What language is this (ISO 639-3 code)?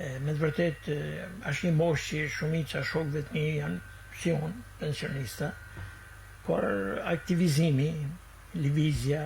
sqi